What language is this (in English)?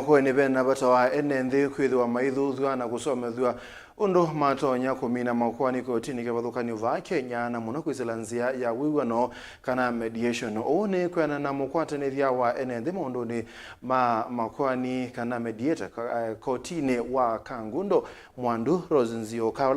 Kamba